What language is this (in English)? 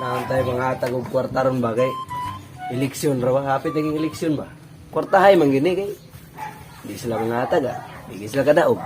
Cebuano